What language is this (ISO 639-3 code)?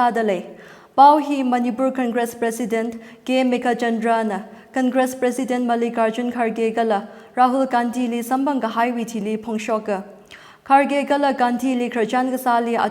nmf